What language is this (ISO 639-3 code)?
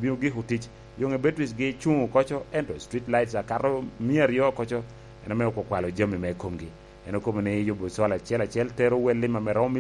laj